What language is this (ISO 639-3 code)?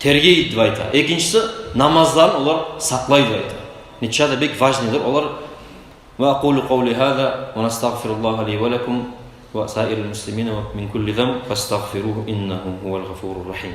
kum